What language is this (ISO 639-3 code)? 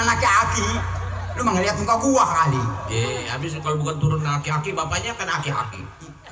bew